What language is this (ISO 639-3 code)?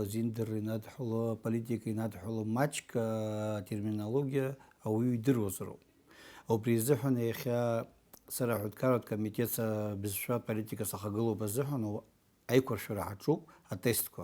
abk